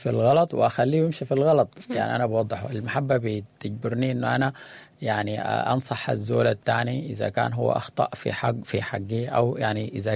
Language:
Sudanese Arabic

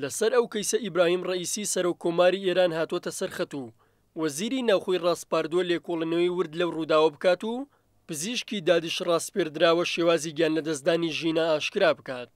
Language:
Central Kurdish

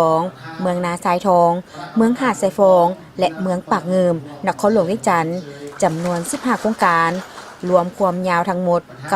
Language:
Lao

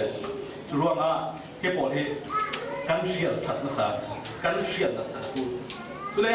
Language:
Falam Chin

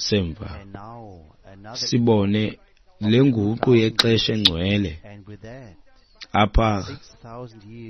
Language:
Xhosa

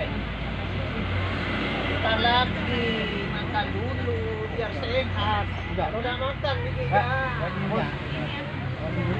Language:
Indonesian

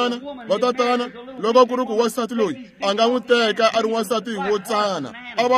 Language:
Tsonga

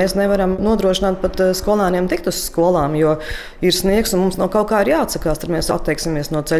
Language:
Latvian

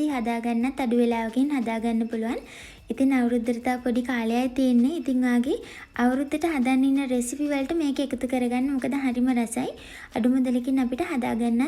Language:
Sinhala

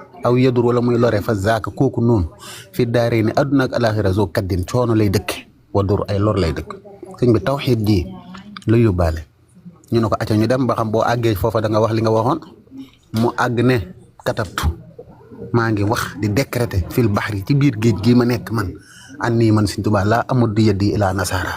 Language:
Wolof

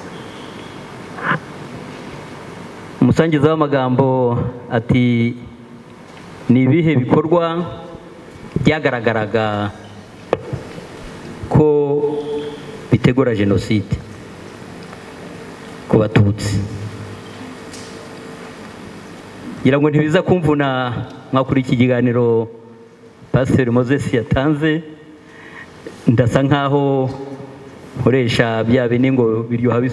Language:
Kinyarwanda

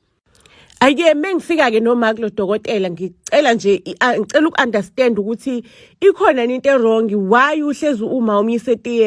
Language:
Zulu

